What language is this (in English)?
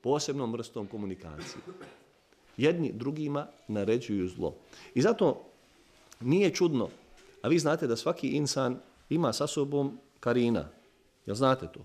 Bosnian